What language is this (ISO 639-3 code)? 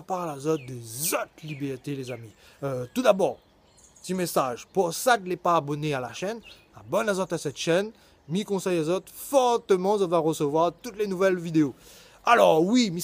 rcf